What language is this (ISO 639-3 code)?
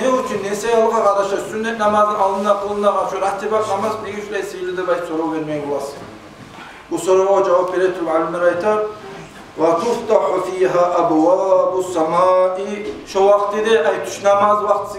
kum